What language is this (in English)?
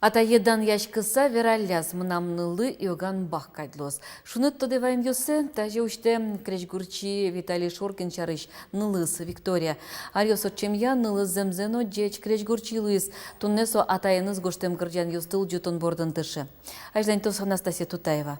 Udmurt